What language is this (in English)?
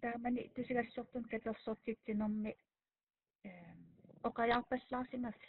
Kalaallisut